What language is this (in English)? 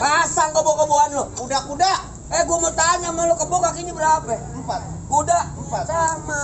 Betawi